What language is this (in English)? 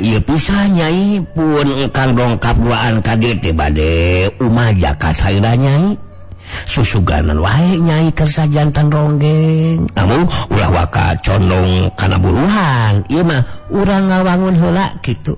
Sundanese